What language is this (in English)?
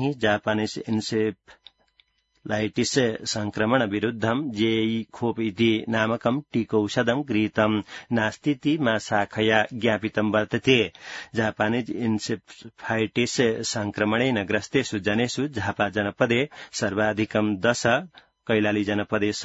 Sanskrit